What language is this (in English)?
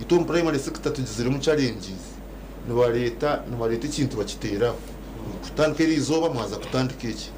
Nyankole